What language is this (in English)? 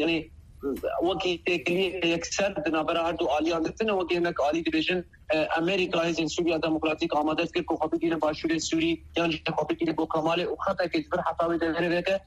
Kurdish